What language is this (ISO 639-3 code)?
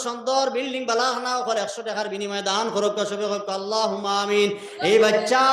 syl